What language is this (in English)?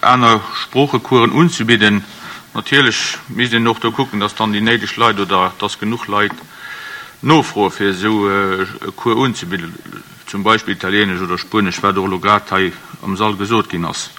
Luxembourgish